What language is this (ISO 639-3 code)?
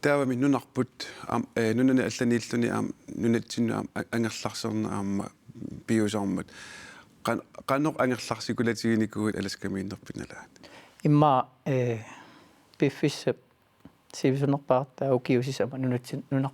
kal